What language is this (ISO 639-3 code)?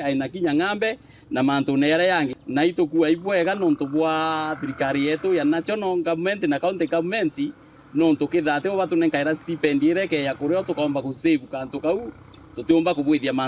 mer